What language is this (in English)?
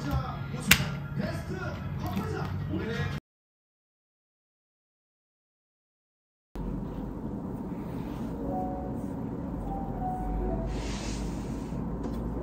Korean